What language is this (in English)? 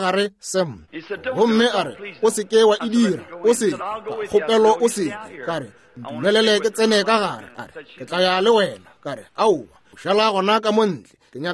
Northern Sotho